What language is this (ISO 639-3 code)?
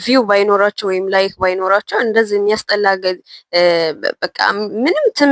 amh